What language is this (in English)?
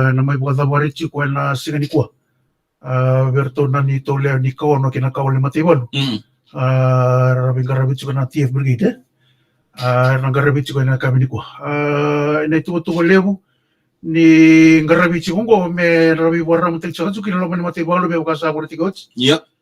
Fijian